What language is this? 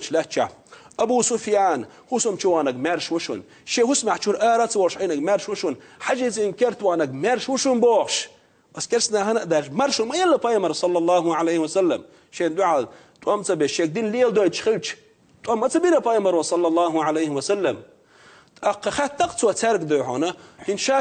Chechen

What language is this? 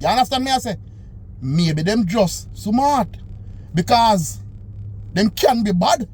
Jamaican Creole English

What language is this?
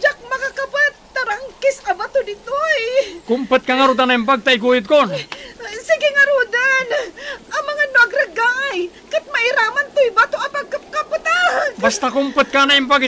Iloko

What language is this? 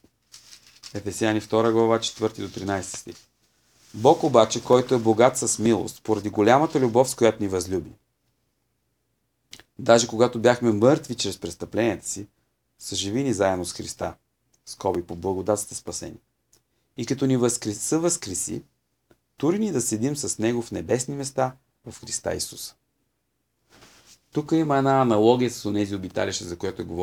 Bulgarian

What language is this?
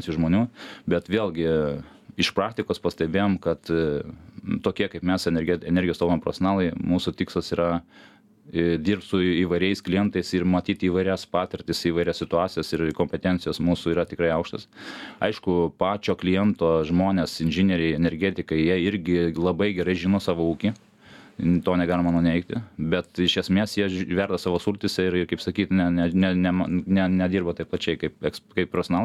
Lithuanian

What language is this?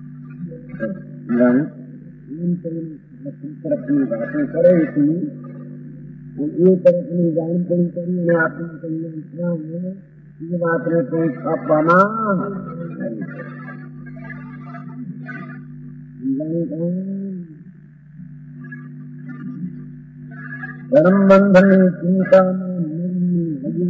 Gujarati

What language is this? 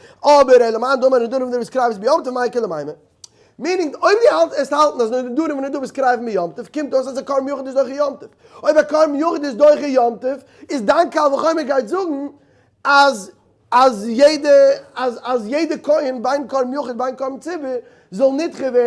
Yiddish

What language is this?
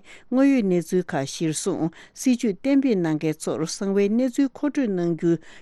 Tibetan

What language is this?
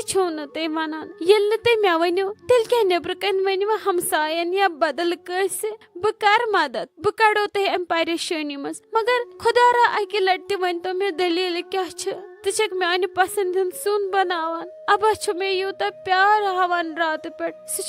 Kashmiri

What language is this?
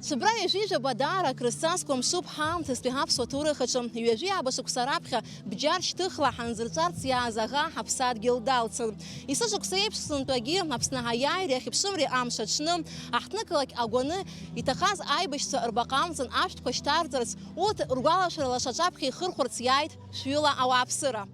Abkhazian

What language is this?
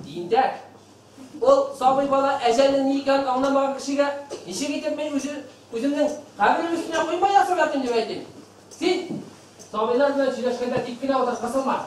Bashkir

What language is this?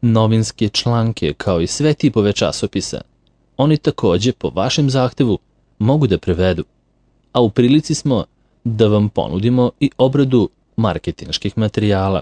Serbian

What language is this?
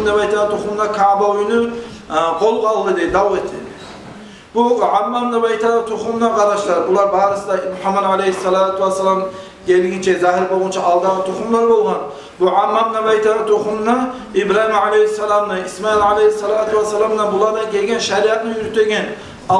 Kumyk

